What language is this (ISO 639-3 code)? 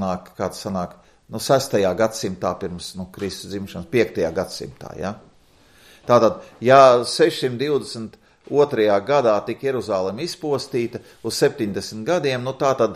lav